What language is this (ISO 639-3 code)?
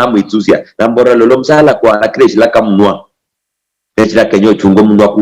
luy